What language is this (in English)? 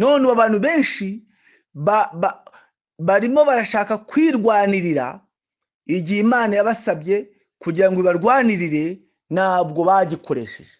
Kinyarwanda